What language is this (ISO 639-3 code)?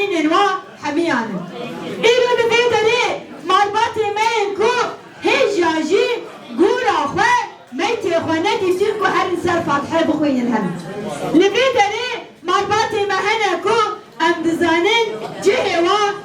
kur